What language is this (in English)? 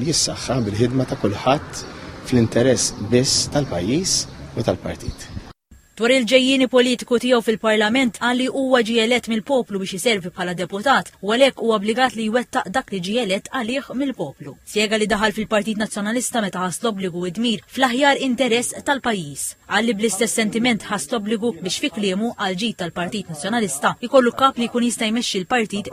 Maltese